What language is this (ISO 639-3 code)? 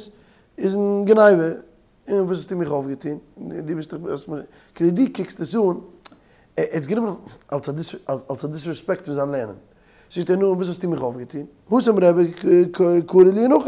yid